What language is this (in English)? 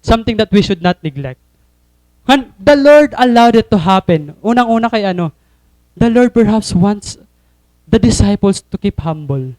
Waray